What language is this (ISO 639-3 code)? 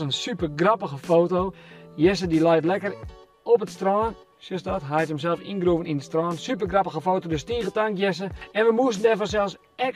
fry